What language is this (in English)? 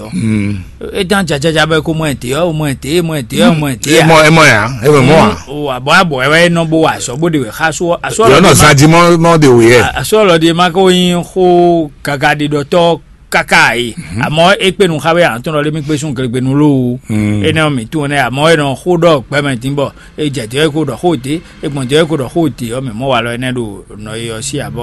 Fon